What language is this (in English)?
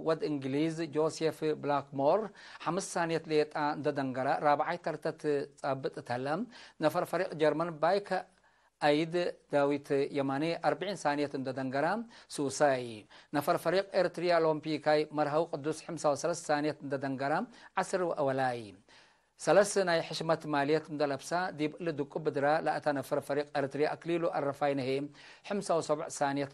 Tigre